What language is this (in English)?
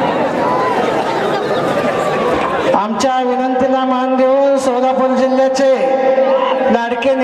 Marathi